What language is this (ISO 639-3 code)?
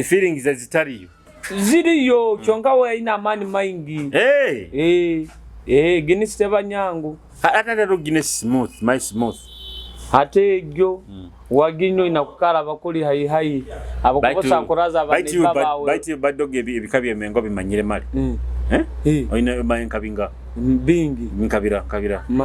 nyo